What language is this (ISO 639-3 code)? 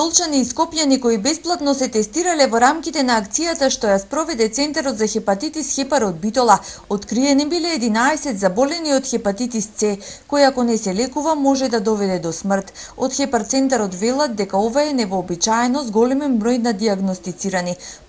mkd